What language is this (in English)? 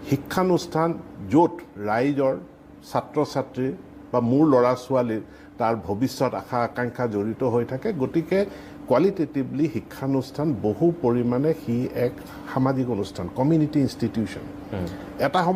Assamese